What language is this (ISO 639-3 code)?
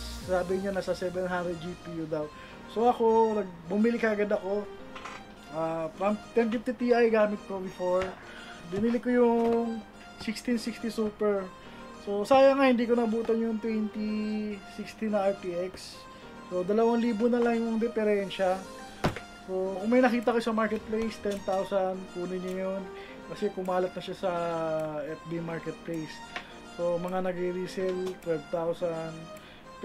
fil